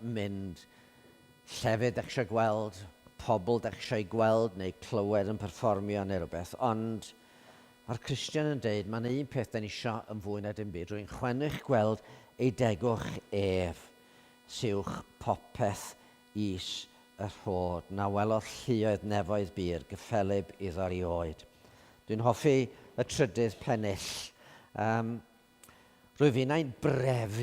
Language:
Welsh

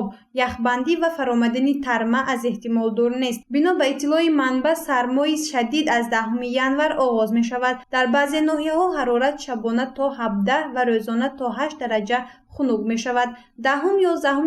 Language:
Tajik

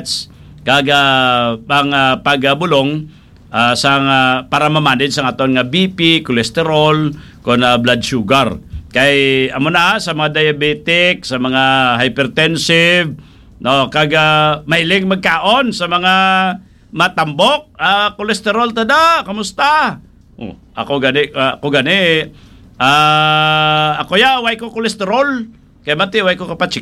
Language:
Hiligaynon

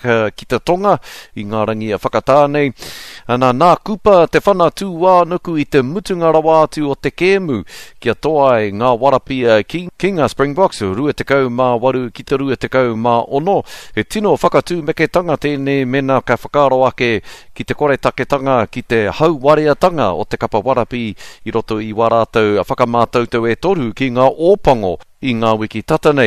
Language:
Māori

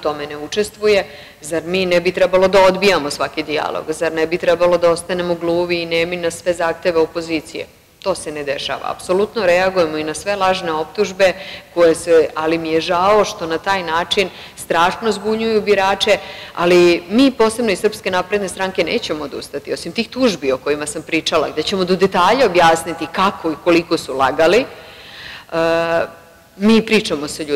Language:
Serbian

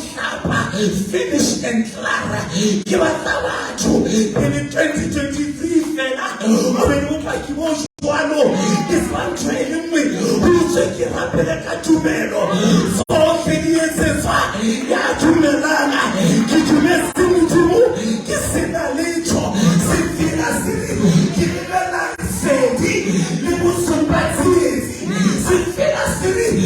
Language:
Southern Sotho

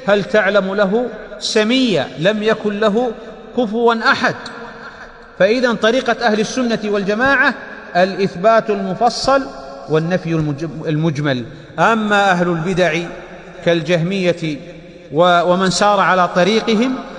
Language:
Arabic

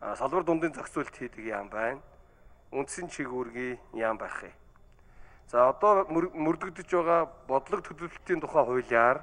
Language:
Mongolian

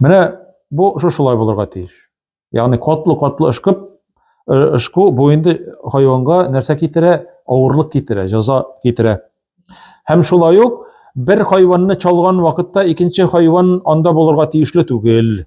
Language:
Tatar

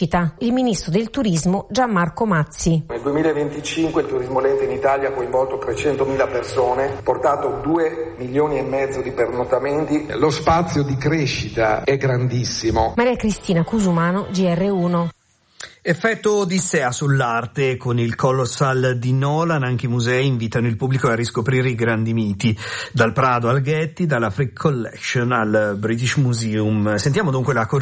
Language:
Italian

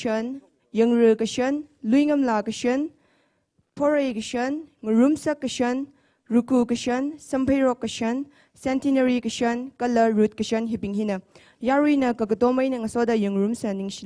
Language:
Tangkhul Naga (India)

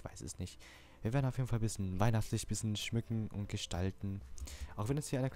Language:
German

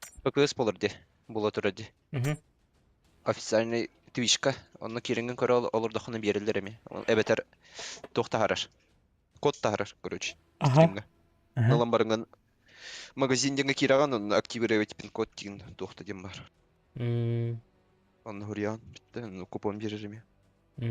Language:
Yakut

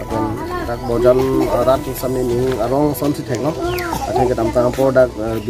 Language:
Karbi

